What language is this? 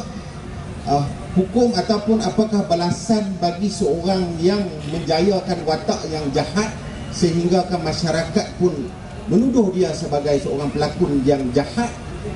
Malay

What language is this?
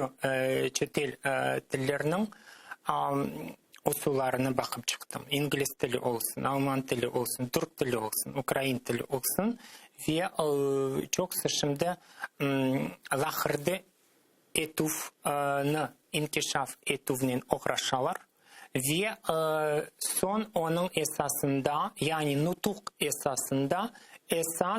Crimean Tatar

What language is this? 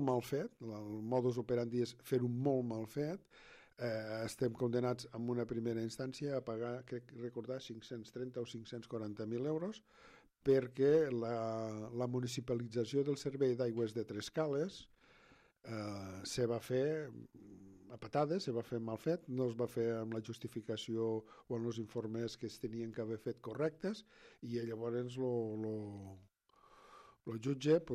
Catalan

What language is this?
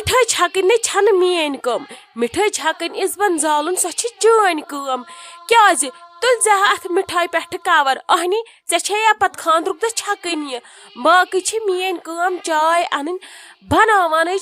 Kashmiri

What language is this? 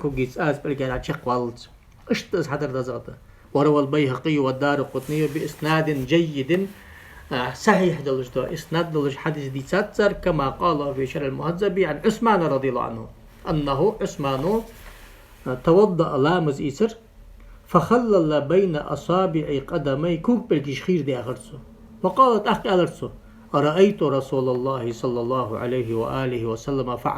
Ingush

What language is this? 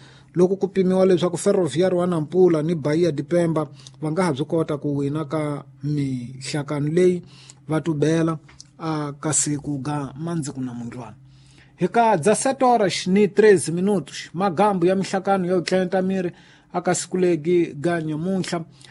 Tsonga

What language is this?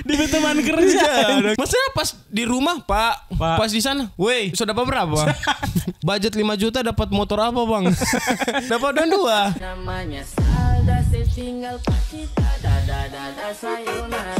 Manado Malay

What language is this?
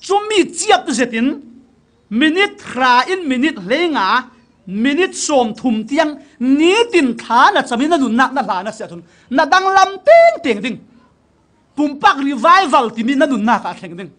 Falam Chin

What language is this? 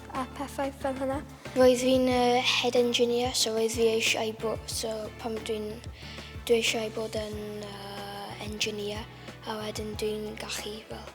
Welsh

